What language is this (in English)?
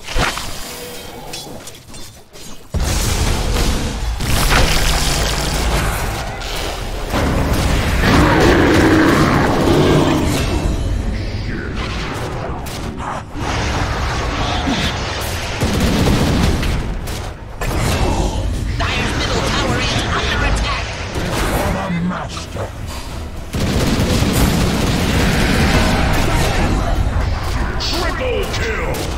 English